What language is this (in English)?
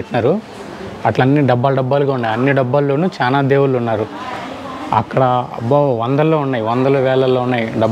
Telugu